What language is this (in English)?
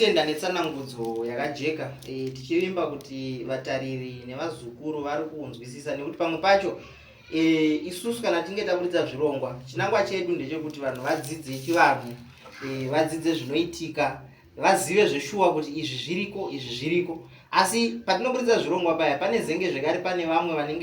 Shona